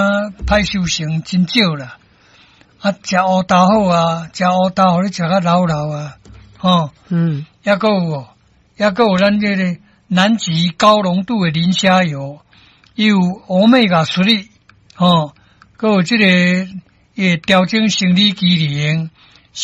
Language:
Min Nan Chinese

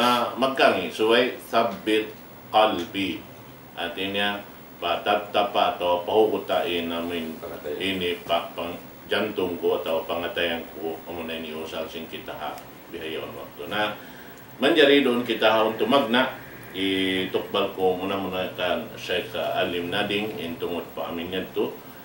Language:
Tausug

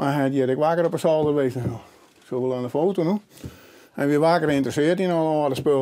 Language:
Western Frisian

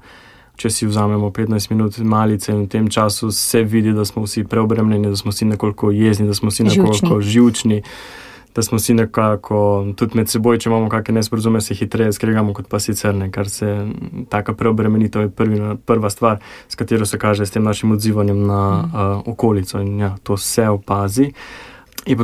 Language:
Slovenian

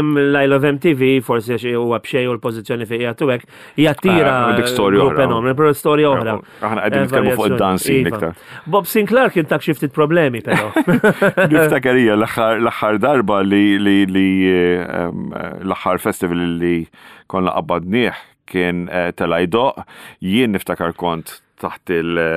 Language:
Maltese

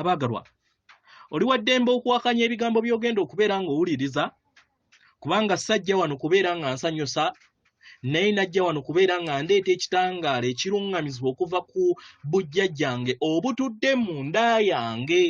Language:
Ganda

